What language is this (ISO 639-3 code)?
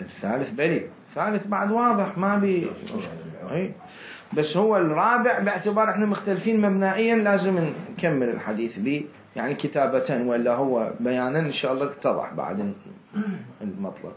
acm